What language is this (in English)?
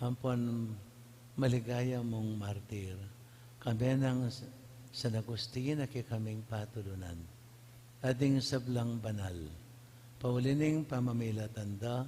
Pampanga